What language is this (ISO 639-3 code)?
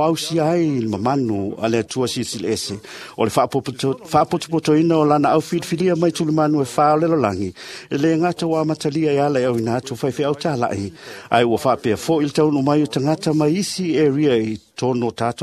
smo